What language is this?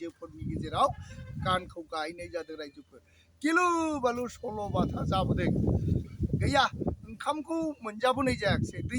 Bodo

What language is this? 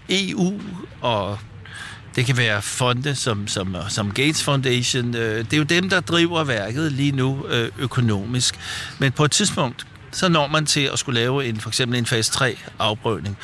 Danish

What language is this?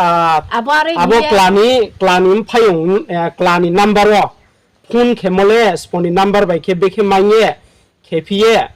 Riang (India)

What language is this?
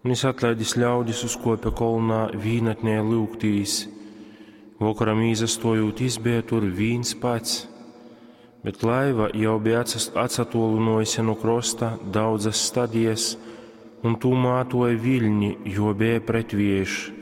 Latgalian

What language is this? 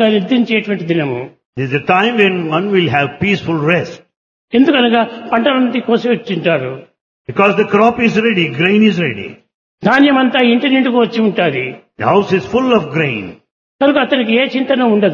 Telugu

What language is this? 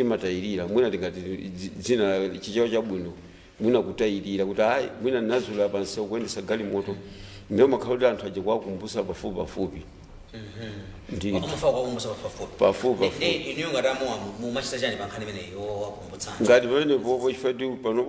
Nyanja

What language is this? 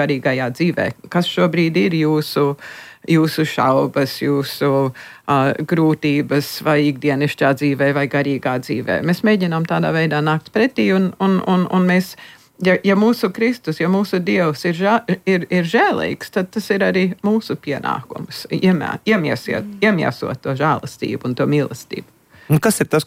Latvian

